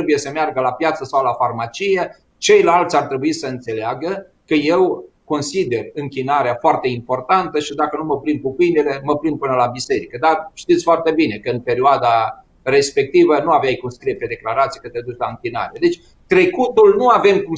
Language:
Romanian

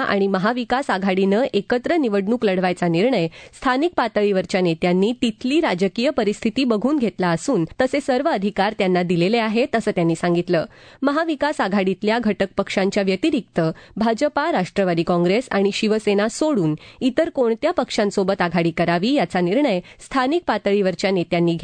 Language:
Marathi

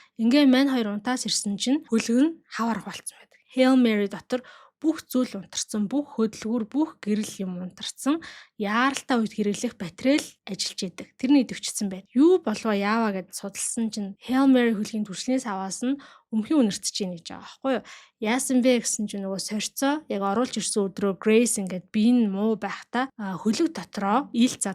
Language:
Mongolian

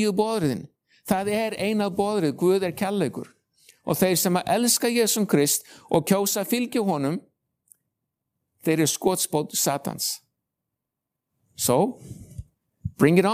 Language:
Icelandic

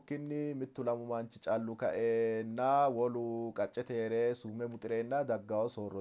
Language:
Sidamo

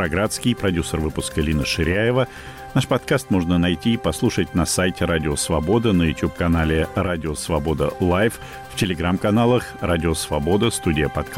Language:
Russian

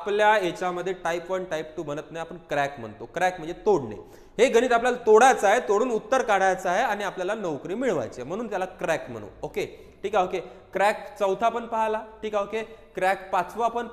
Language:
Marathi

